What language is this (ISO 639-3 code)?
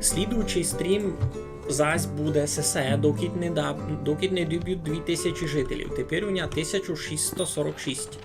rue